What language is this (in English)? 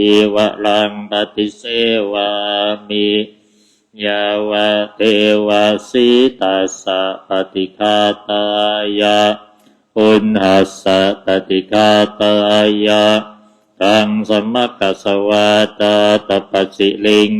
Pali